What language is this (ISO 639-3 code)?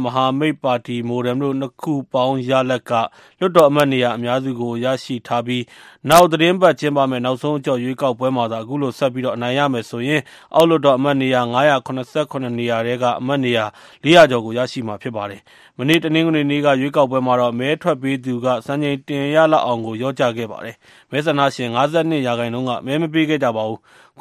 mya